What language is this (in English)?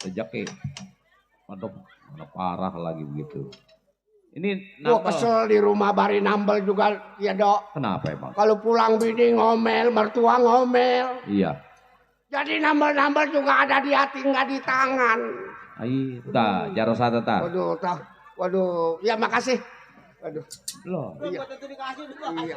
Betawi